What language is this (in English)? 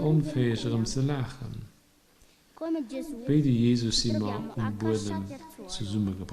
Luxembourgish